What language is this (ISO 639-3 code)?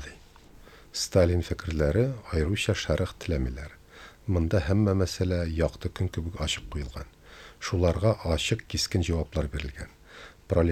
tat